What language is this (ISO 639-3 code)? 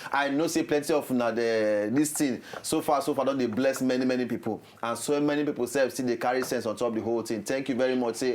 pcm